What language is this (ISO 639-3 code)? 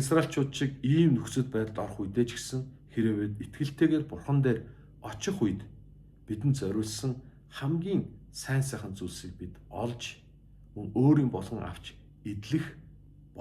mon